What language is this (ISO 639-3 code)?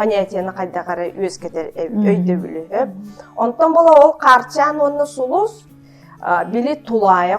sah